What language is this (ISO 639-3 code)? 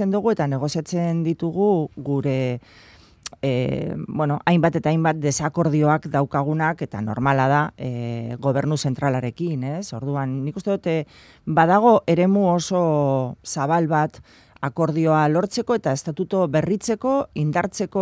eus